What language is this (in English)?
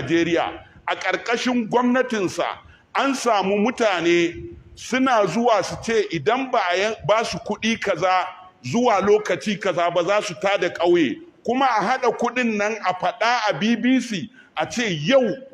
Hausa